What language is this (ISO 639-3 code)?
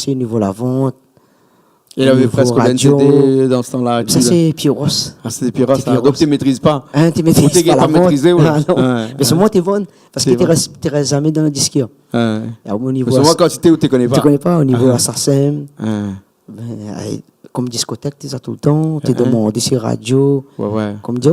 rcf